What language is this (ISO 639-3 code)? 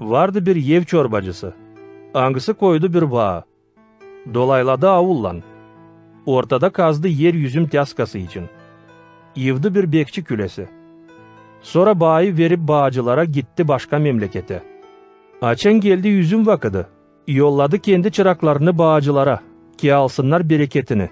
gag